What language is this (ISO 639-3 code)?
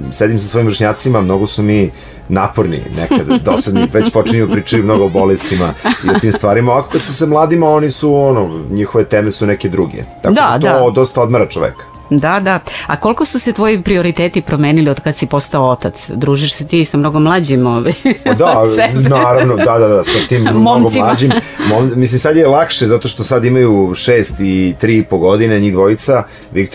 srp